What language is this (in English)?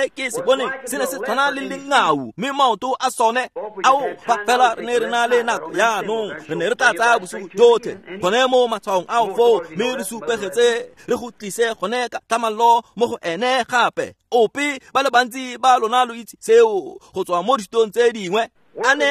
Tswana